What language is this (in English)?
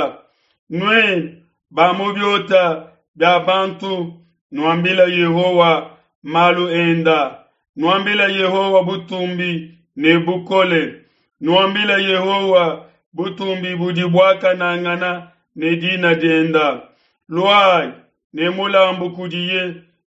Luba-Lulua